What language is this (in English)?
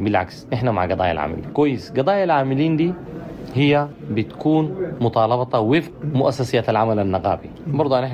Sudanese Arabic